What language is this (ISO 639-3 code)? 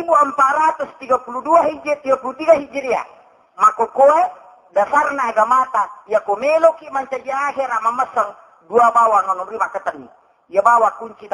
bug